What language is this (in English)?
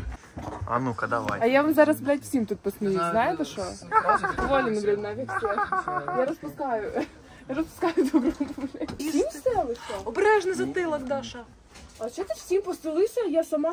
Ukrainian